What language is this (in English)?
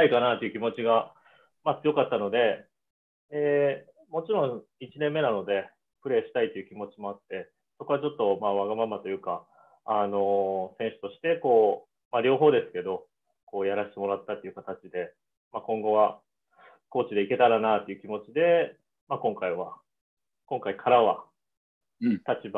Japanese